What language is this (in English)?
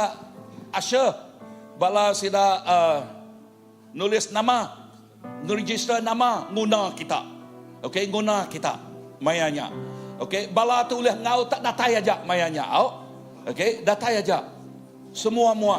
Iban